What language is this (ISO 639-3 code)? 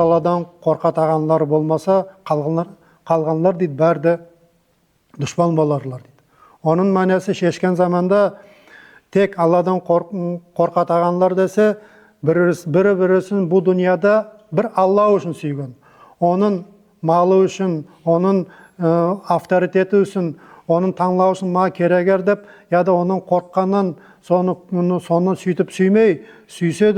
nog